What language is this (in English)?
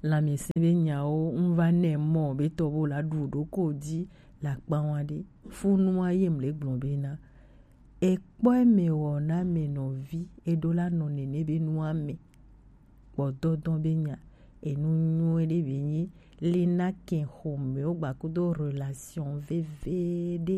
Gen